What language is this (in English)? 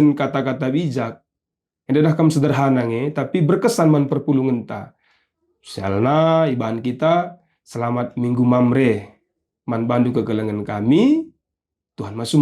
Batak Karo